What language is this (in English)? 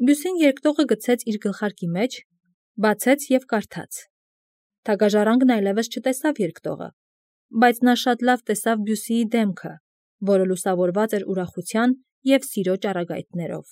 Armenian